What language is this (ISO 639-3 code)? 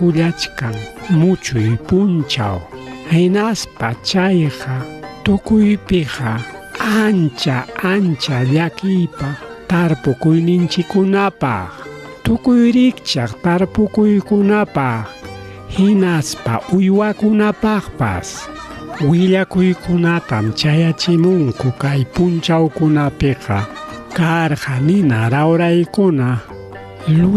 quy